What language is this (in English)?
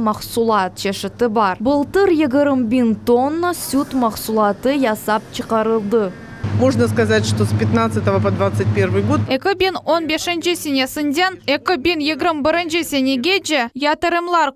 Crimean Tatar